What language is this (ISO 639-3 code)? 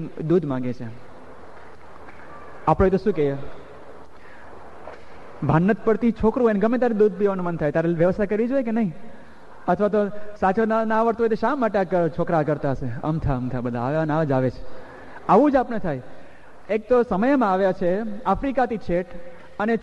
guj